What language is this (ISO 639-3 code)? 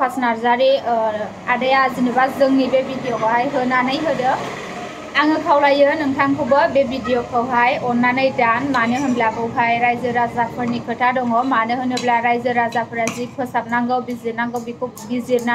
brx